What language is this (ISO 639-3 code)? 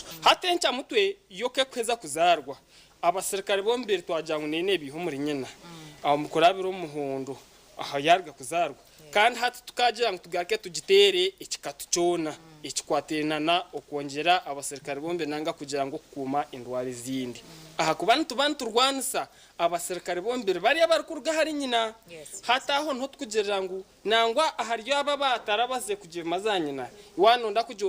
nyn